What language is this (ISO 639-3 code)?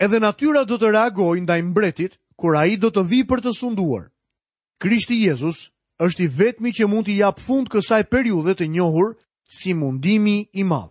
sqi